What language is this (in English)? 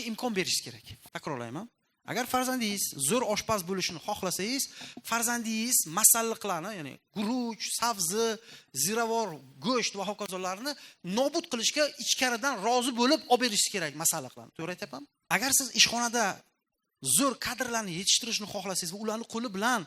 Uzbek